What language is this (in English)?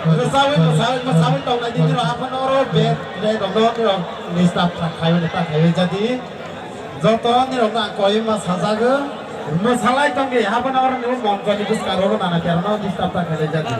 Kok Borok